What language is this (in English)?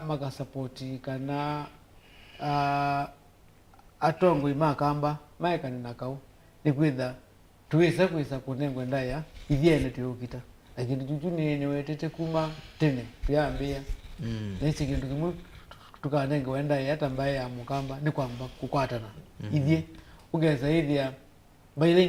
Kamba